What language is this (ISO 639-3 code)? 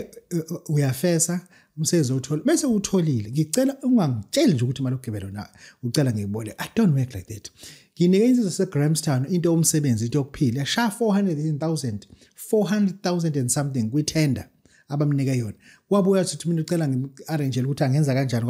zul